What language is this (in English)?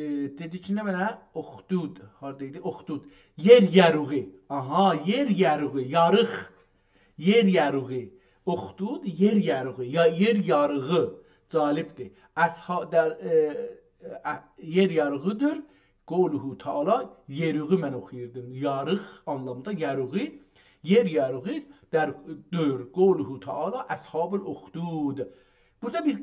South Azerbaijani